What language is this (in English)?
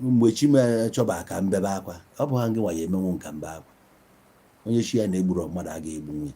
Igbo